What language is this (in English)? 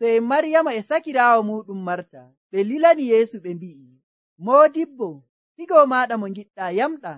Nigerian Fulfulde